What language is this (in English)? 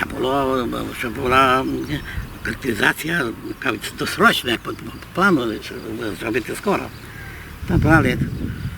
Rusyn